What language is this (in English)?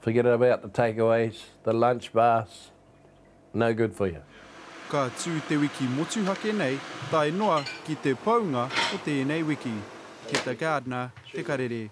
Māori